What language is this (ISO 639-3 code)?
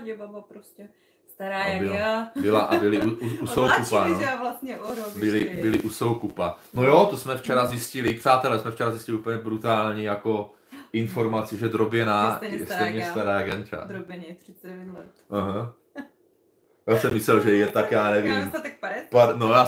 ces